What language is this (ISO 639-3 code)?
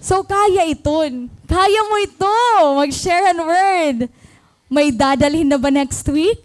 war